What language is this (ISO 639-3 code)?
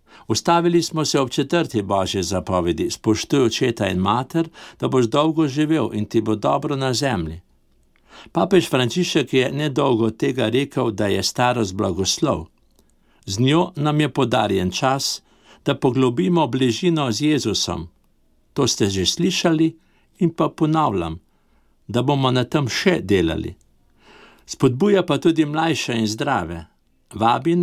slv